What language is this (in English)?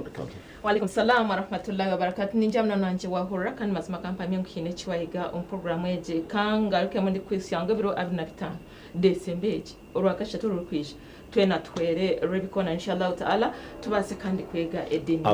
Nyankole